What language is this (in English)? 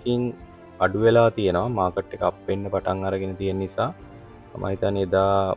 Sinhala